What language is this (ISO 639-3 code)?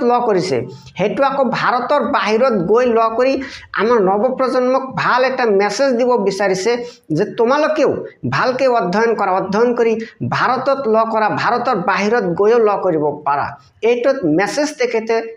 asm